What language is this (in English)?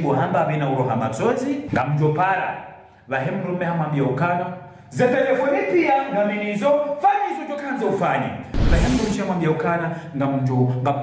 Ngazidja Comorian